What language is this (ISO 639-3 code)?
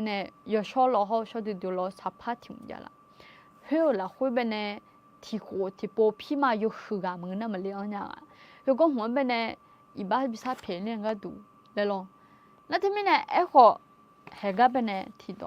ahk